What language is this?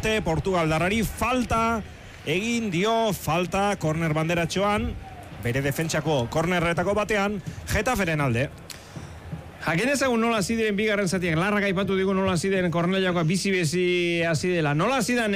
Basque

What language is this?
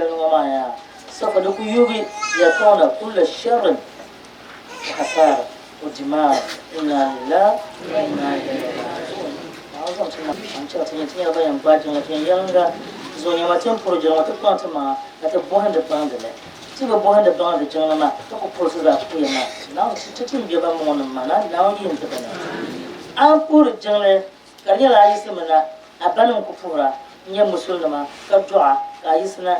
Dagbani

